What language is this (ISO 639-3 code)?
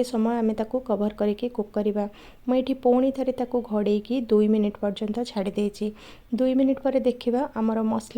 ori